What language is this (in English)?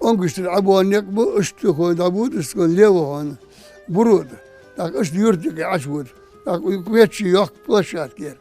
Ingush